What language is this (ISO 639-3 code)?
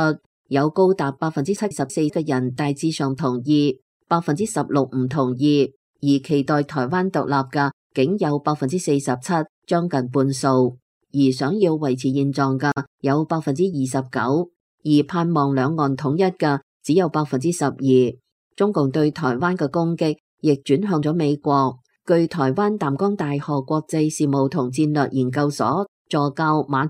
yue